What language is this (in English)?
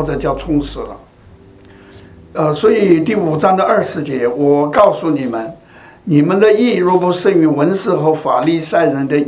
Chinese